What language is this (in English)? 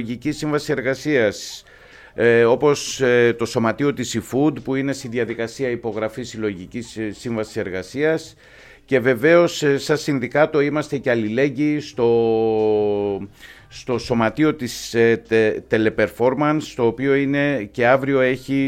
Greek